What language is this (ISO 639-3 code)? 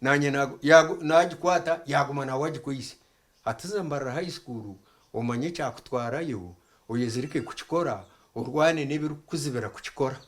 nyn